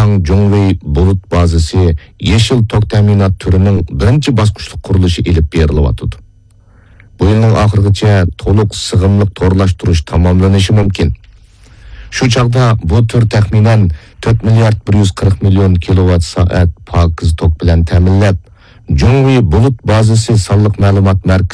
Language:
Uyghur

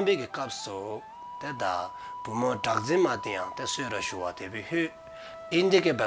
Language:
Dzongkha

